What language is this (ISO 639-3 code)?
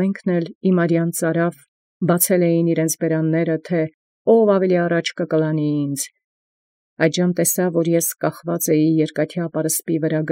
hye